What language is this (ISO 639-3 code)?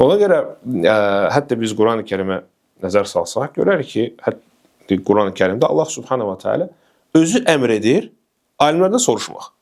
aze